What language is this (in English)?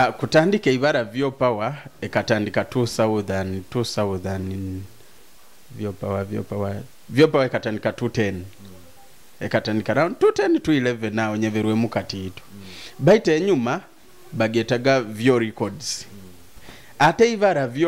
Nyoro